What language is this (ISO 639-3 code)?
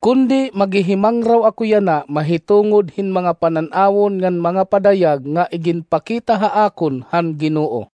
war